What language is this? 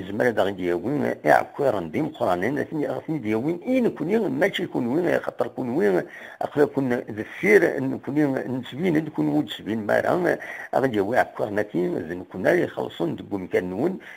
Kabyle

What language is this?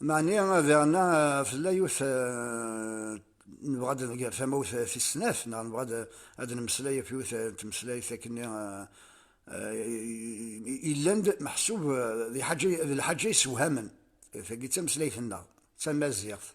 Kabyle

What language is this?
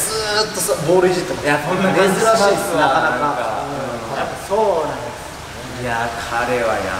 Japanese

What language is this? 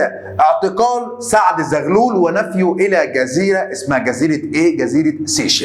Egyptian Arabic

